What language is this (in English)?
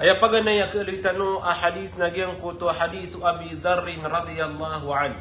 Maranao